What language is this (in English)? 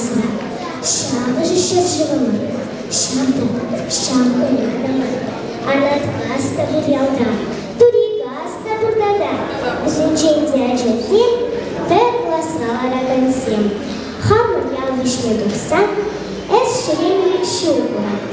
Chuvash